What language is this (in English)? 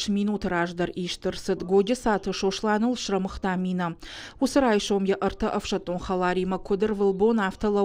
Ossetic